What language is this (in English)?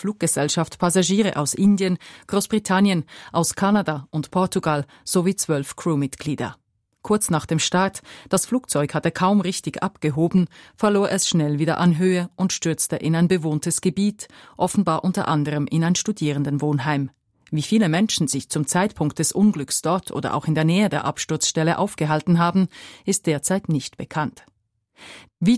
German